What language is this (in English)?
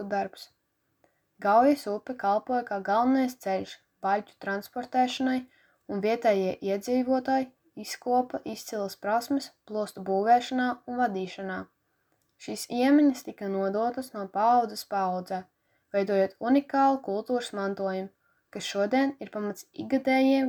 Latvian